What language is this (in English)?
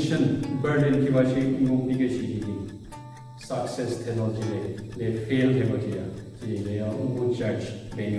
Southern Rengma Naga